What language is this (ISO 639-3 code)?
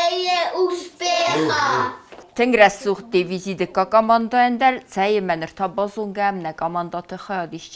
oss